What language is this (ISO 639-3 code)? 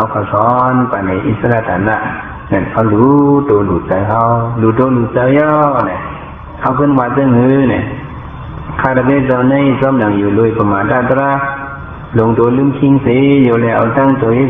shn